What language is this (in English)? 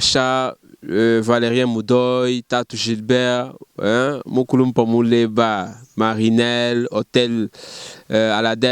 Luba-Lulua